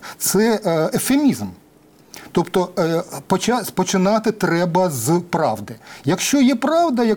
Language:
Ukrainian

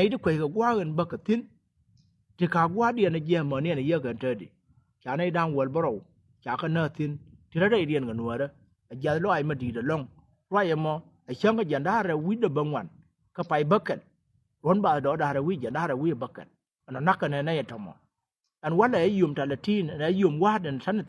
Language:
Nuer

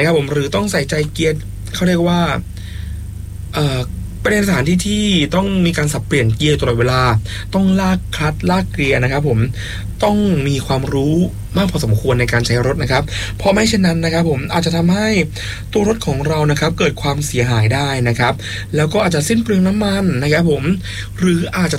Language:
Thai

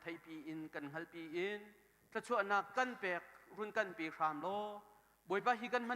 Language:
Hakha Chin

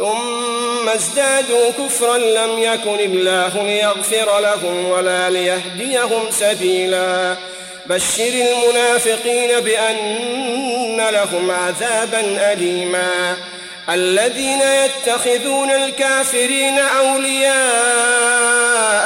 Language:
Arabic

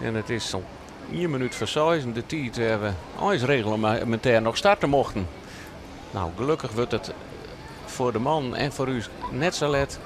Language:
Western Frisian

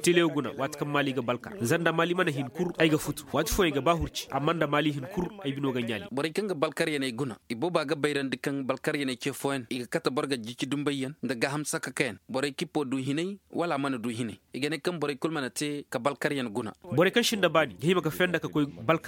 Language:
Koyraboro Senni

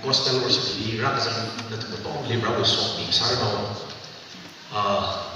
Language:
Tangkhul Naga (India)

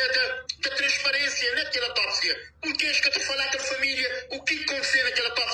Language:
Kabuverdianu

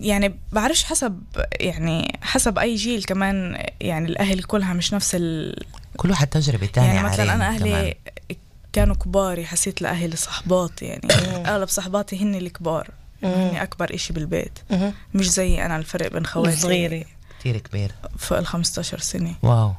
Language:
North Levantine Arabic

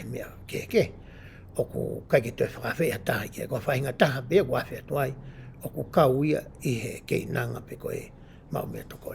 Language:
Tongan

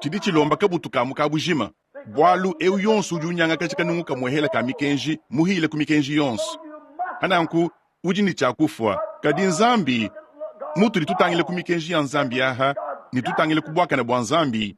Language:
Luba-Lulua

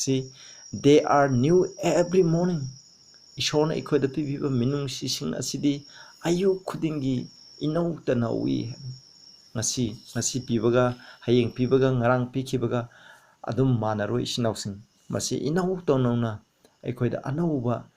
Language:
Manipuri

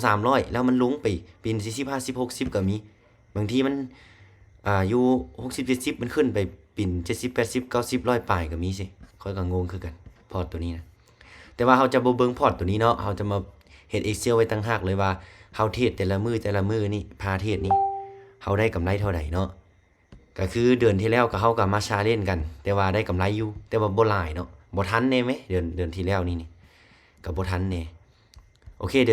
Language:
Lao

